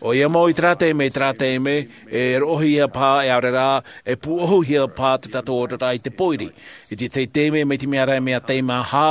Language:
Tahitian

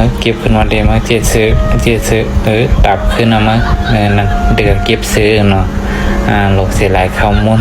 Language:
Shan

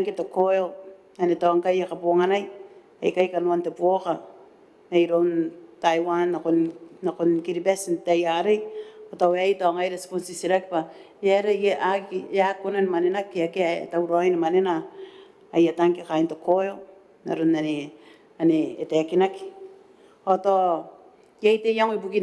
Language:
Gilbertese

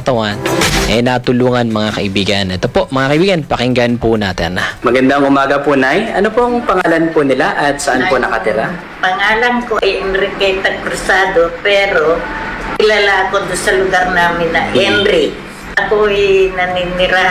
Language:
Filipino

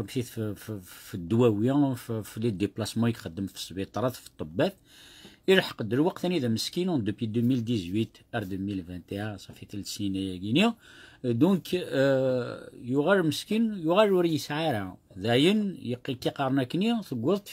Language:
Kabyle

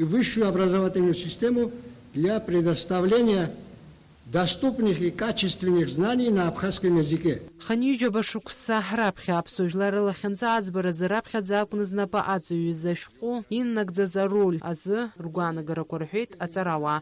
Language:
Abkhazian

